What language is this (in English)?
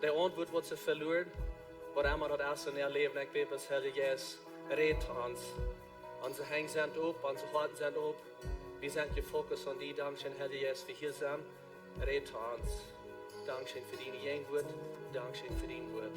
Plautdietsch